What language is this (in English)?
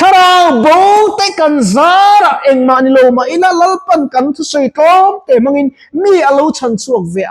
Mizo